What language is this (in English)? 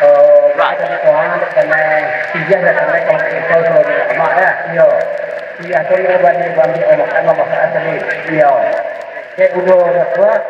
Minangkabau